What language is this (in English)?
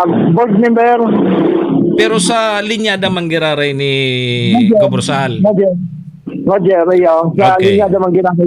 Bikol